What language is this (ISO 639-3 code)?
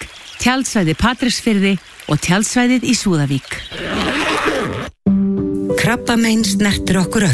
isl